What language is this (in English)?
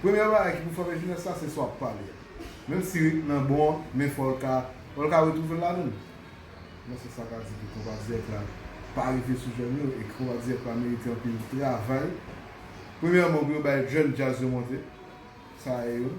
Haitian Creole